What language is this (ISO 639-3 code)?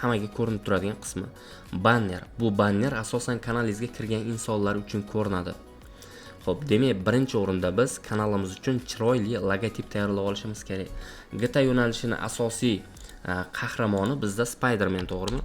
uzb